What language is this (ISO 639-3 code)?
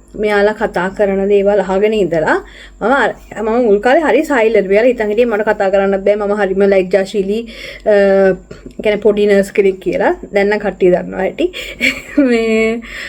sin